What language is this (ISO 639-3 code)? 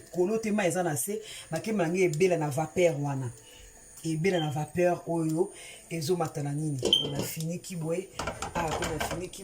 lin